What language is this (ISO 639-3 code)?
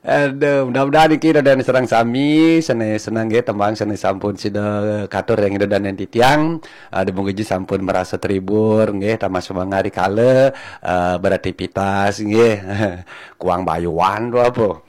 ban